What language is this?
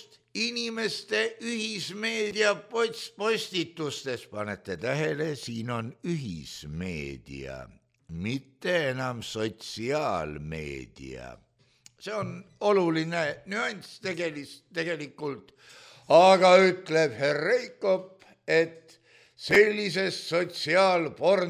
Estonian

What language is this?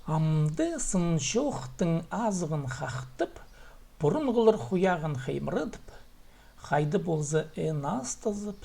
Khakas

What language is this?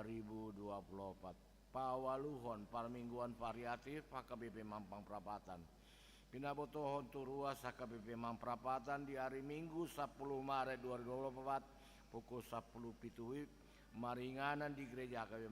Batak Toba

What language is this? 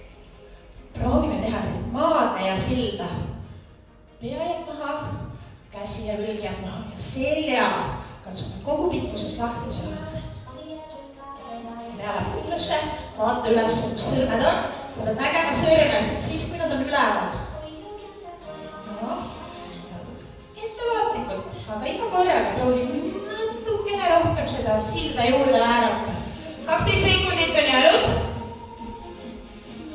Estonian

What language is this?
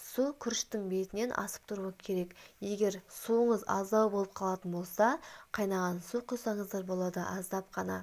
Kazakh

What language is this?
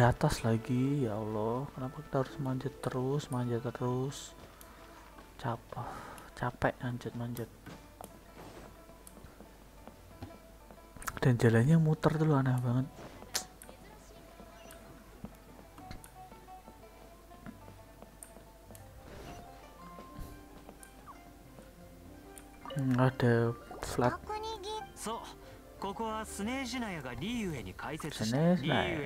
Indonesian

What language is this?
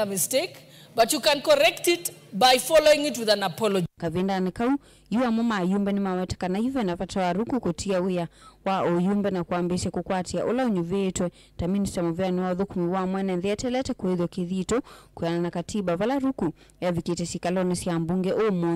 Kamba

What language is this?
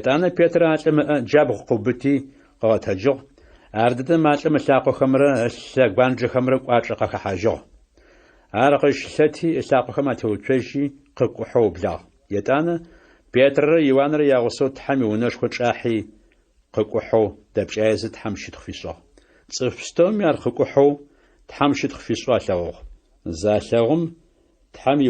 Adyghe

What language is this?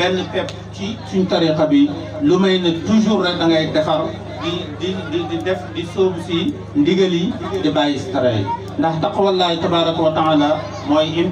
Wolof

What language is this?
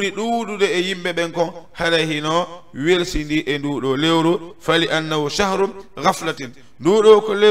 Fula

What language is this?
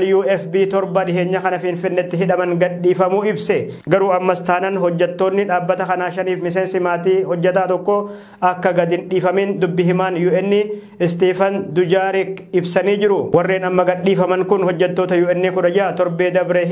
Oromo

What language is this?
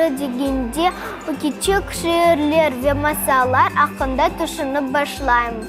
Crimean Tatar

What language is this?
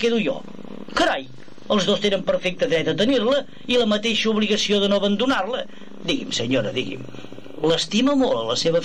Catalan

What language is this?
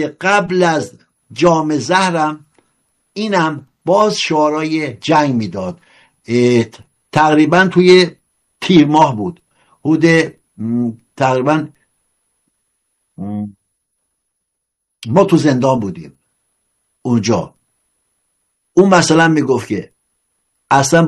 Persian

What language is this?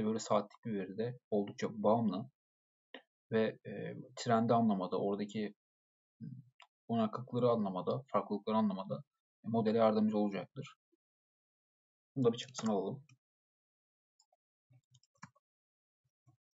Turkish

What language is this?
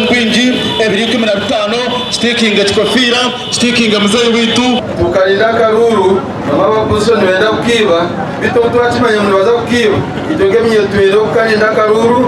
Nyankole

